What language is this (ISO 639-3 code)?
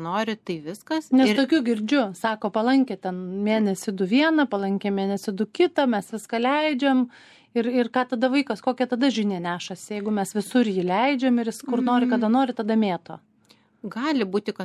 lit